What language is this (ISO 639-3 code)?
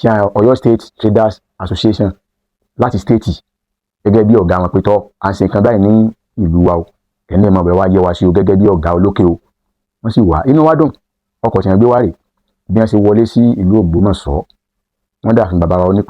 yor